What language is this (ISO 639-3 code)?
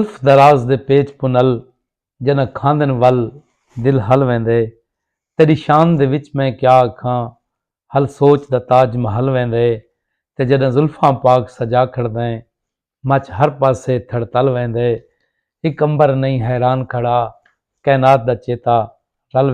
skr